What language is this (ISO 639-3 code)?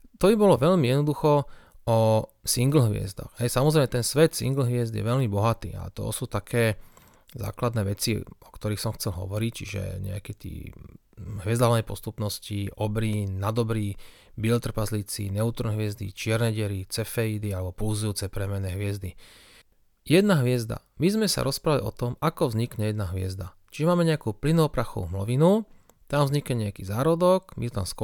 slk